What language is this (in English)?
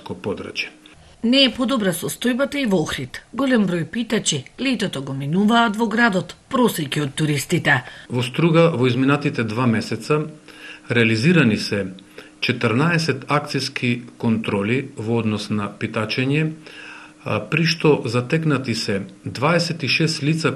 Macedonian